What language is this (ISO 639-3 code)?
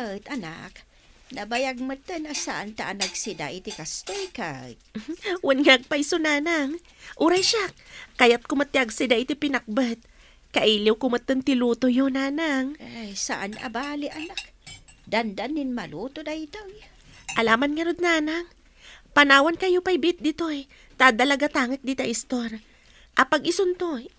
ilo